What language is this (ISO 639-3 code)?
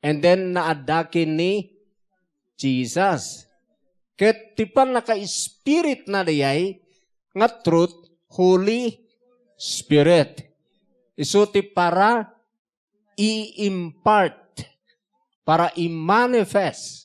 ilo